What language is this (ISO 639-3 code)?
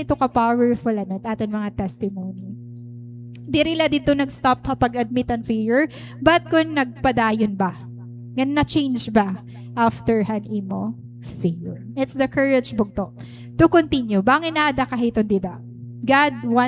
war